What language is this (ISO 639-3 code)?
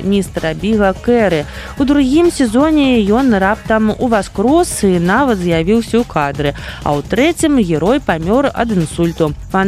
bel